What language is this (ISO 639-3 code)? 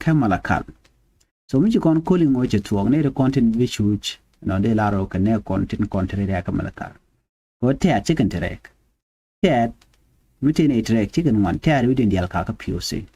nus